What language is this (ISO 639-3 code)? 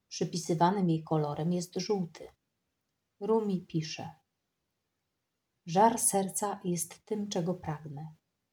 pol